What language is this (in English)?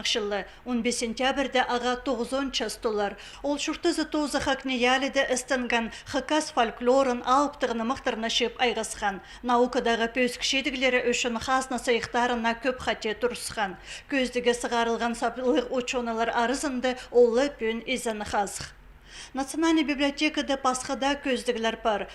Khakas